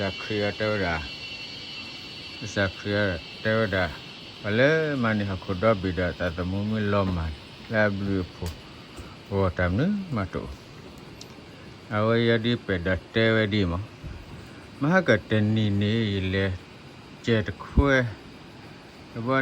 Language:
S'gaw Karen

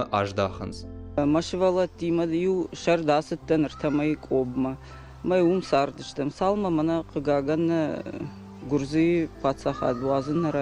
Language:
Ossetic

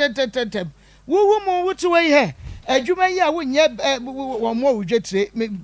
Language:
Akan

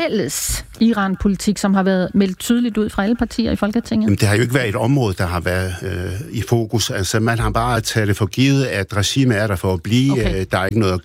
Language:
Danish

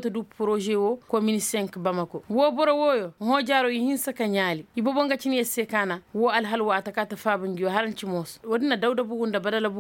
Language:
Koyraboro Senni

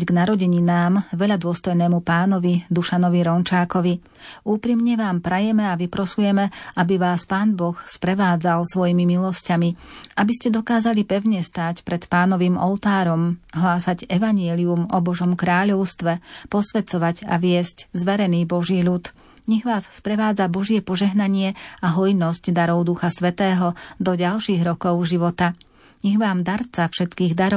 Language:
Slovak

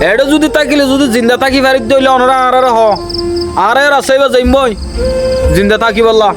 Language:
Rohingya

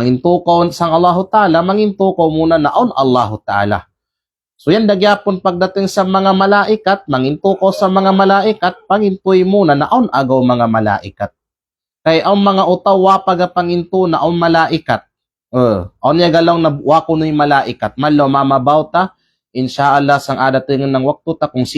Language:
Kalagan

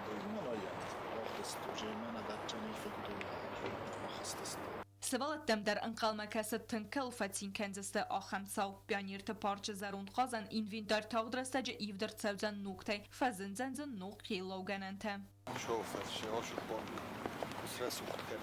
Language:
Ossetic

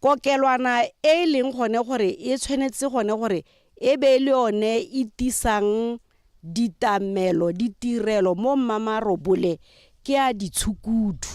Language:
Tswana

